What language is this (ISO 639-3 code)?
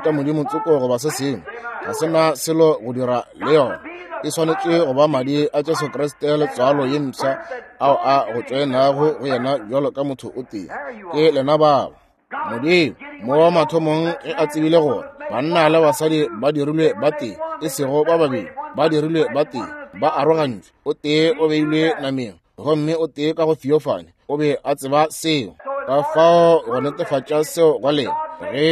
nso